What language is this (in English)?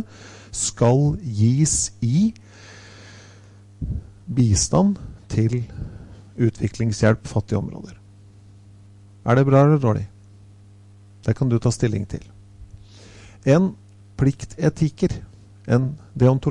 Norwegian